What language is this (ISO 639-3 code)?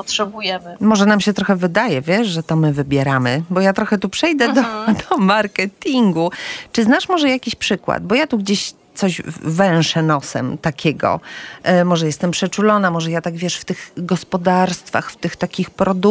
pol